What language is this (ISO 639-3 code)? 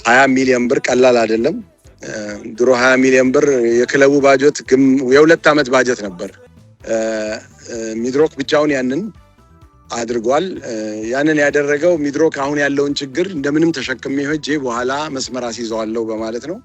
amh